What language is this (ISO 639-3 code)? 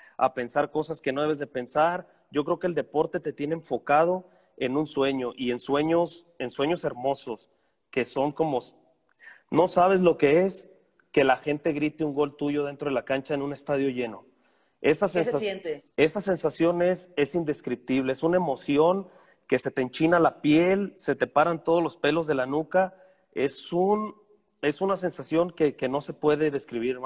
spa